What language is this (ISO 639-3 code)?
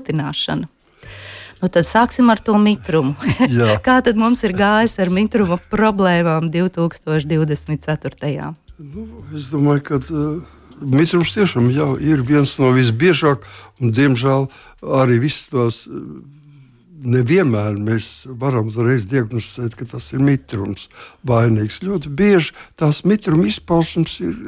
lav